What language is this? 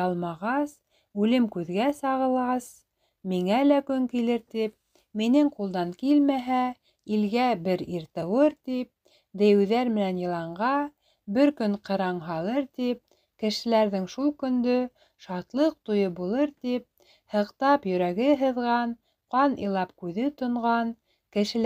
Bashkir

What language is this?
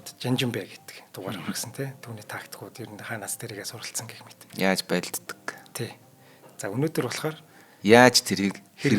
Mongolian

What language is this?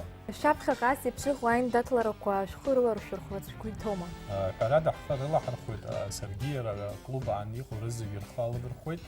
Abkhazian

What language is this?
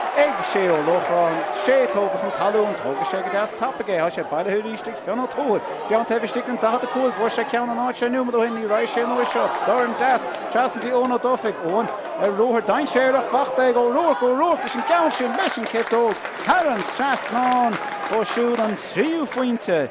Irish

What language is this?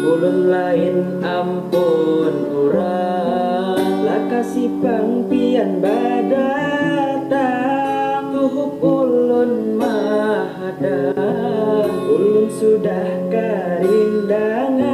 Banjar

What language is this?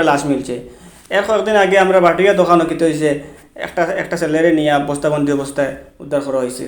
Sylheti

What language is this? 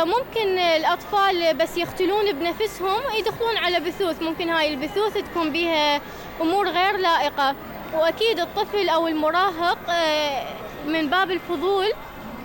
Mesopotamian Arabic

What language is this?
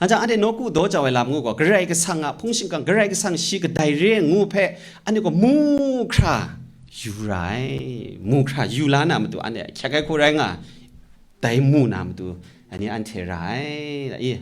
Kachin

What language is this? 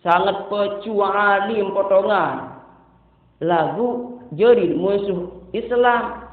Sasak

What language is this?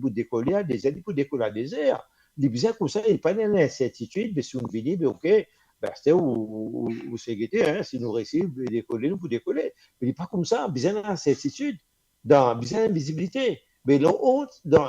Morisyen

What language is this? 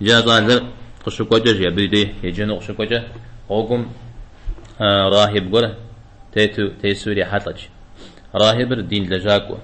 Kabardian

